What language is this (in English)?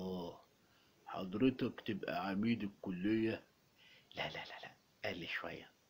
Egyptian Arabic